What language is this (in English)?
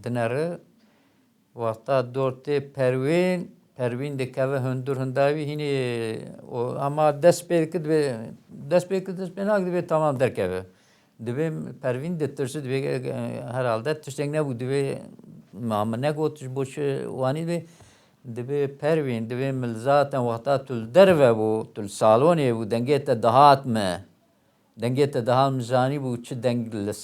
Kurdish